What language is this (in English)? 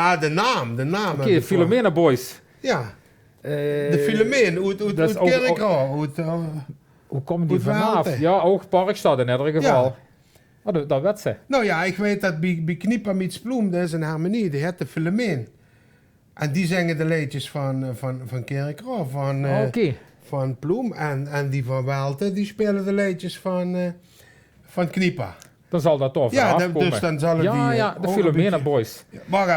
Limburgish